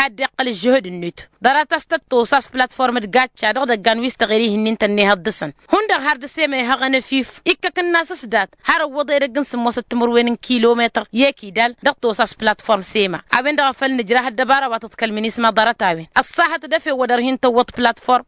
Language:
Tamasheq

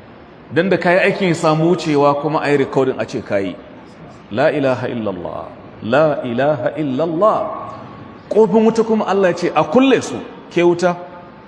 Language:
Hausa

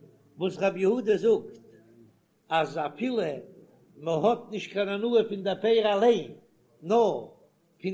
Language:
Yiddish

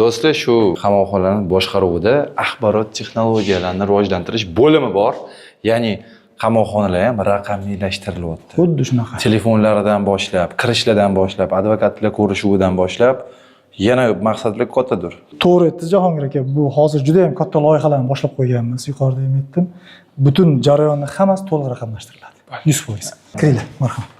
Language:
Uzbek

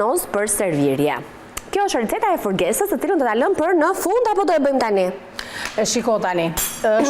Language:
Albanian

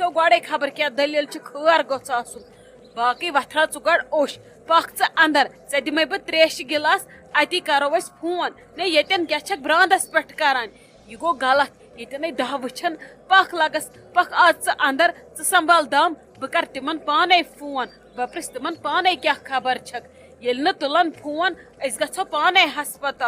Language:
Kashmiri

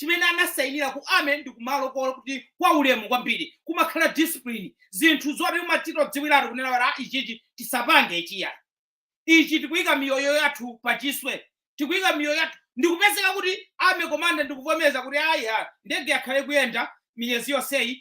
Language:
Nyanja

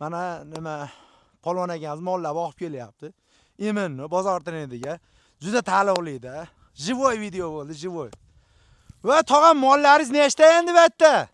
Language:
Uzbek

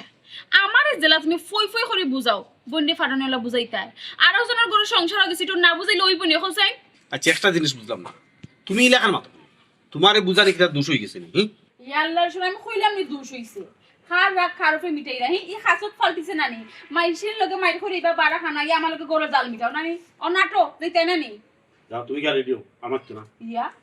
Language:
Sylheti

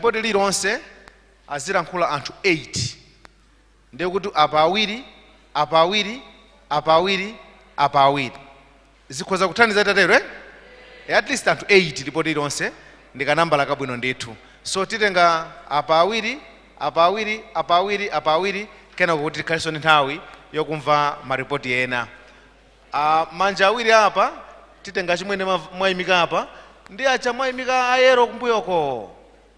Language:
Nyanja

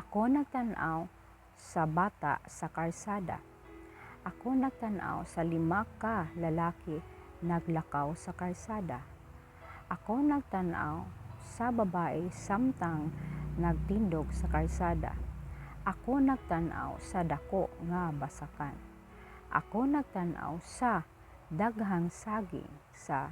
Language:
Cebuano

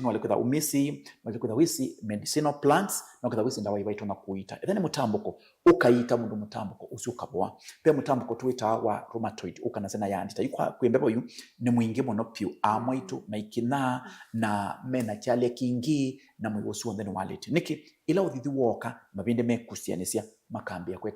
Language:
Kamba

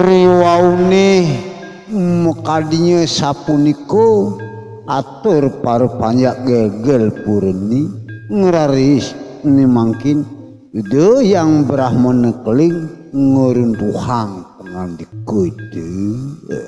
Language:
Balinese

